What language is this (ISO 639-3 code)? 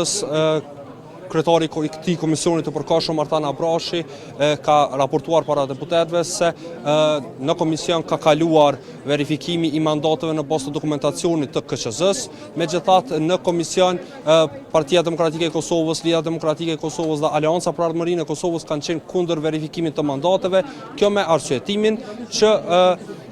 sqi